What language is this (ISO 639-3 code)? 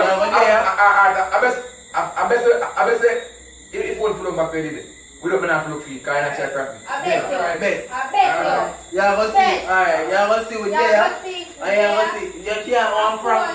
jam